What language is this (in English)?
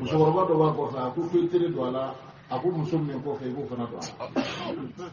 Bambara